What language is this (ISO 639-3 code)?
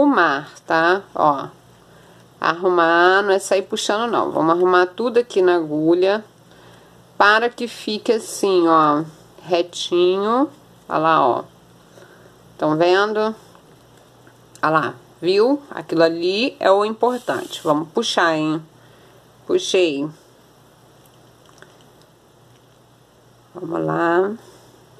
por